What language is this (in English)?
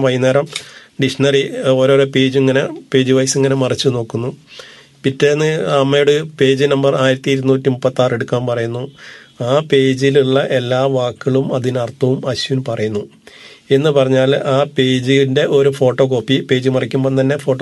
Malayalam